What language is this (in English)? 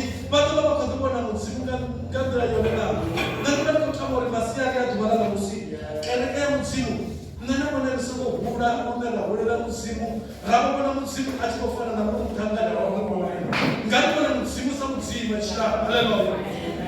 Venda